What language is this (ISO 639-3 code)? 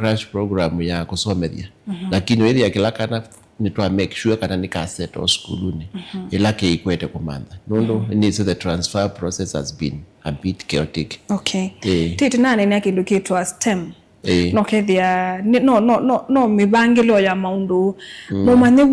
kam